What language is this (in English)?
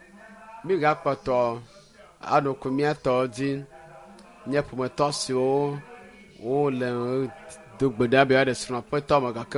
Ewe